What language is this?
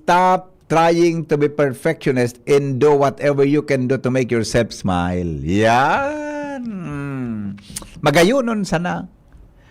Bikol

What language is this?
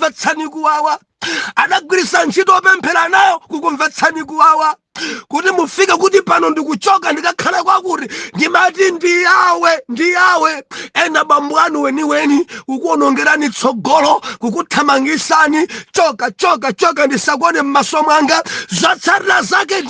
Nyanja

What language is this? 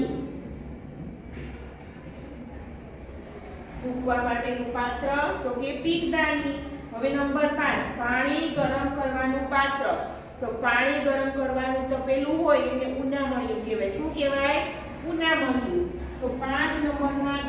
Gujarati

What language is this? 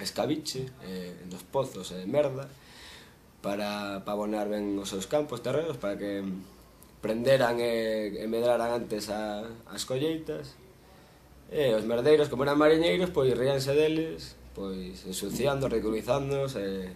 Galician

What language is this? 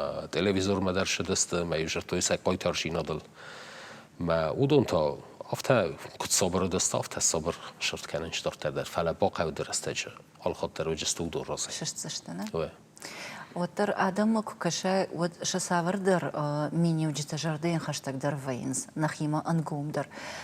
Ossetic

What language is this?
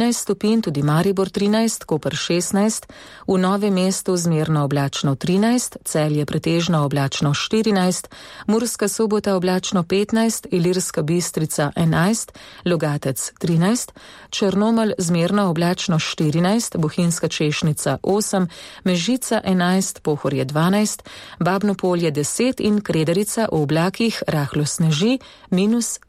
Slovenian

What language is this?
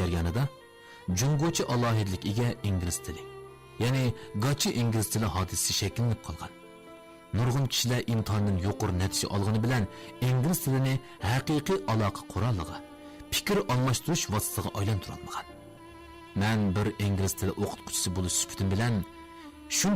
Uyghur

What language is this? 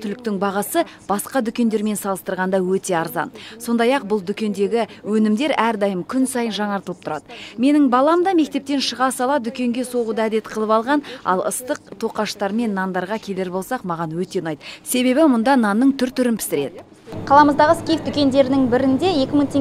Kazakh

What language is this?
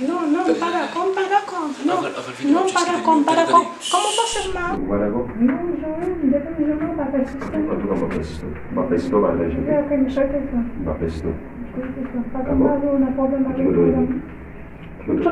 Haitian Creole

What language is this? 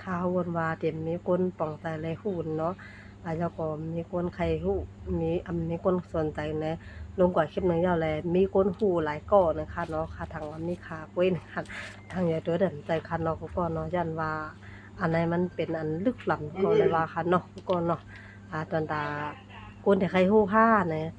Shan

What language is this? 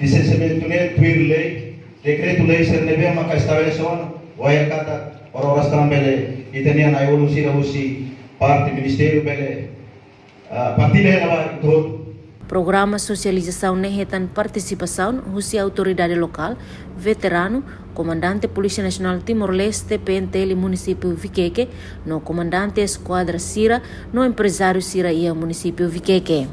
Tetum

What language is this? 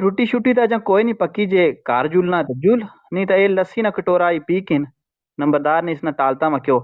Gujari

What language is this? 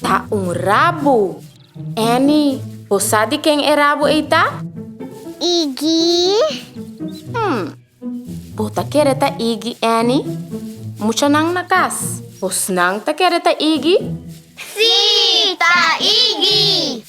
Papiamento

